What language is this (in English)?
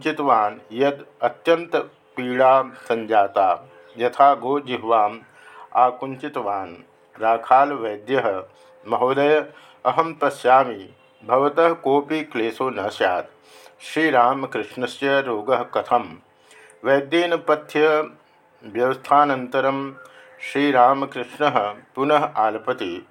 Sanskrit